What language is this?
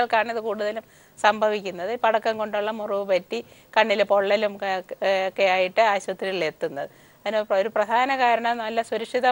Malayalam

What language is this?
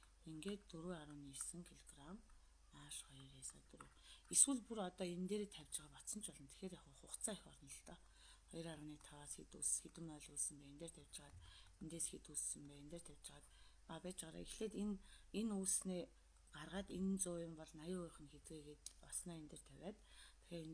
Mongolian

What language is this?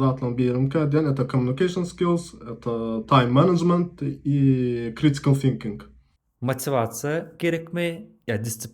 Turkmen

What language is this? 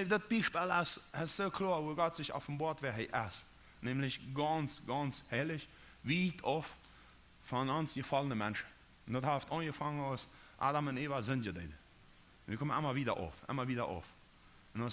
Plautdietsch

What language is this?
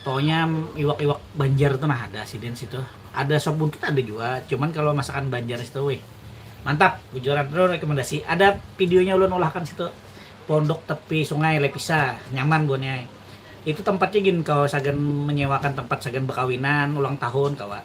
Banjar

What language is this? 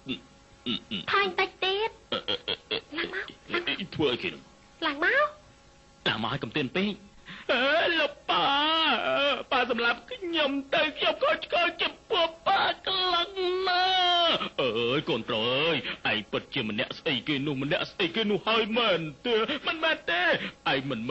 Khmer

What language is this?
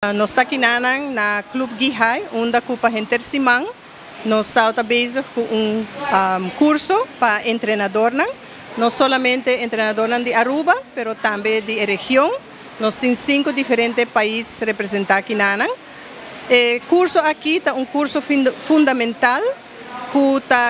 Papiamento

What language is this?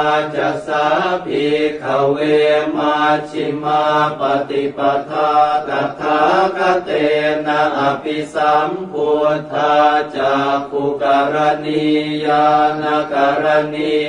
Pali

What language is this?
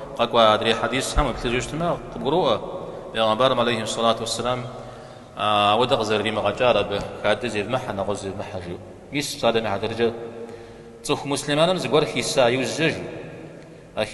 Kabardian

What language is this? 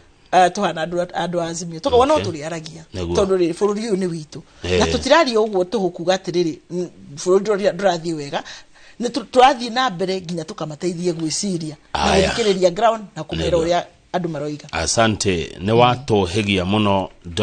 Kikuyu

